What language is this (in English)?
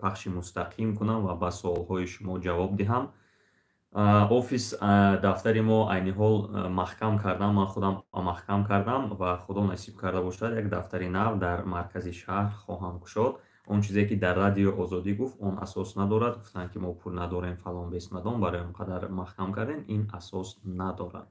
Tajik